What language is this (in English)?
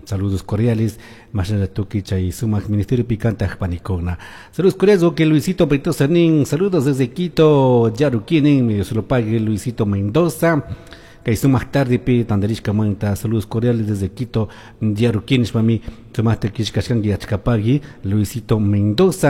Chimborazo Highland Quichua